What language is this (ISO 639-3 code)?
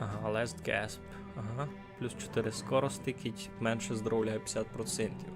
rue